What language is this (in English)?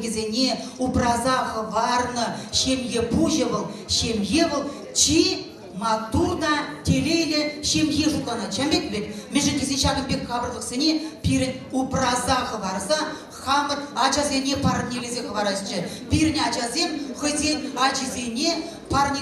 Chuvash